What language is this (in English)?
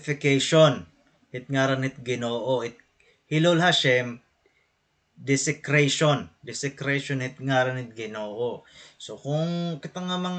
Waray